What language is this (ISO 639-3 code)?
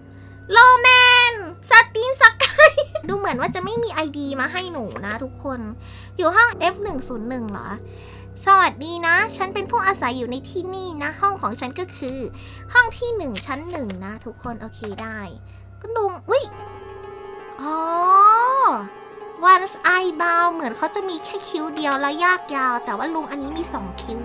tha